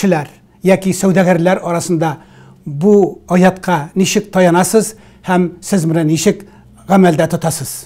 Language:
Tatar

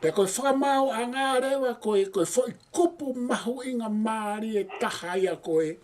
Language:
Tongan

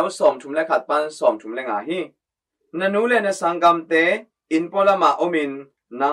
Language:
Tedim Chin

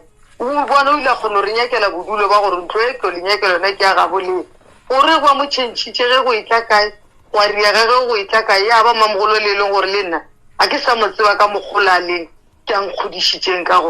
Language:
Northern Sotho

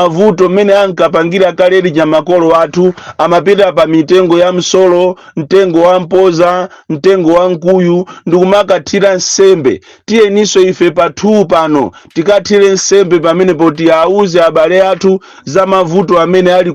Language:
Nyanja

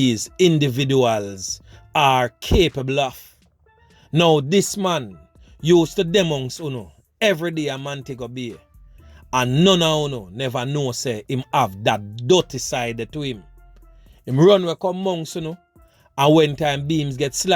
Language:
Jamaican Creole English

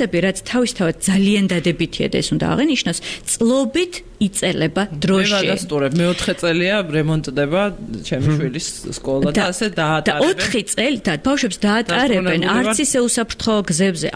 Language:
Georgian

